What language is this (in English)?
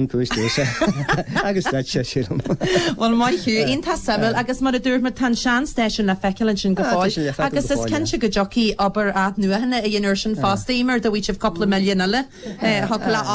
Irish